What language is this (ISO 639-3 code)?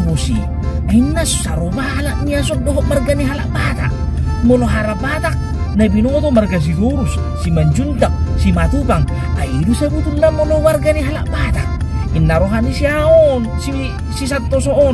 bbc